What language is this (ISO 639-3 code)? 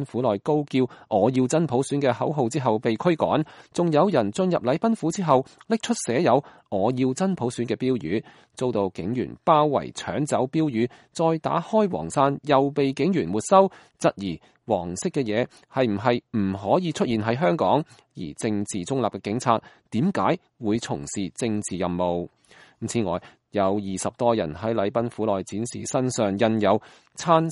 yue